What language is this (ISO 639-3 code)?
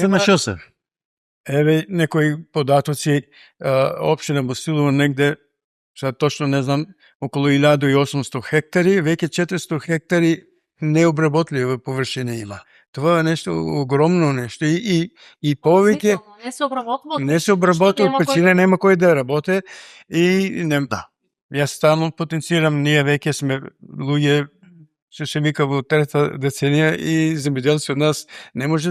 mkd